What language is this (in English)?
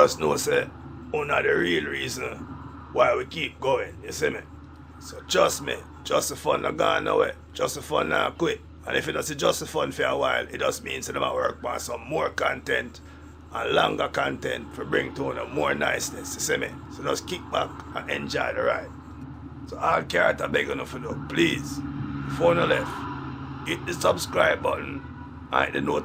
Jamaican Creole English